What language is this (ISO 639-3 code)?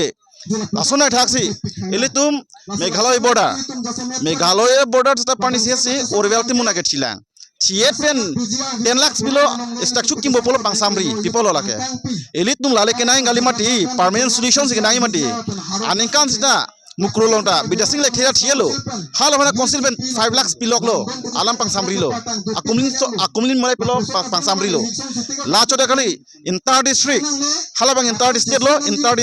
mjw